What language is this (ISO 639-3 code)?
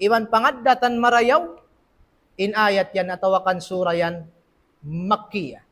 tsg